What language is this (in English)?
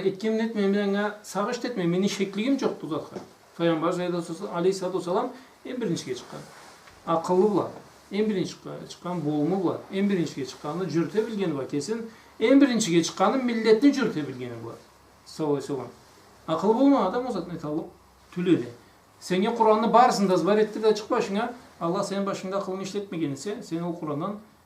Karachay-Balkar